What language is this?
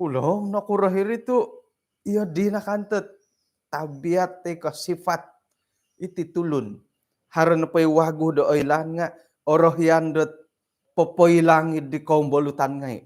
Central Dusun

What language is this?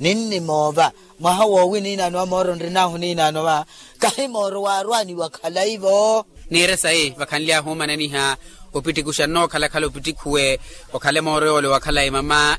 Makhuwa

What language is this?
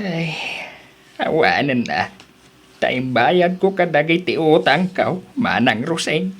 Iloko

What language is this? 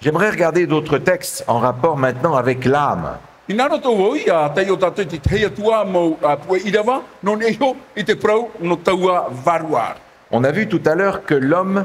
Tahitian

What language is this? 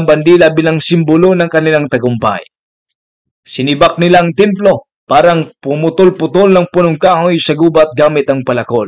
Filipino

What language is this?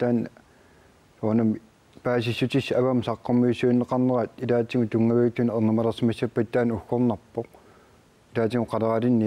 Kalaallisut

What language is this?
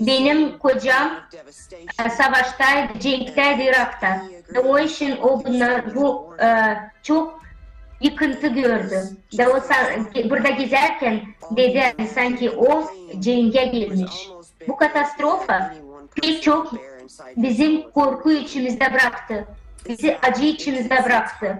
Gagauz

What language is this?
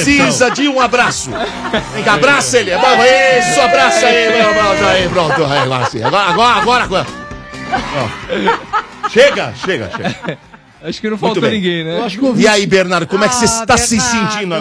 Portuguese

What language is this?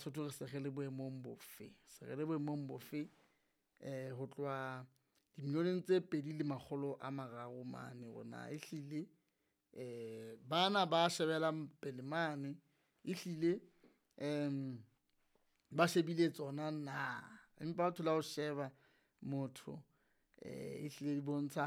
Southern Sotho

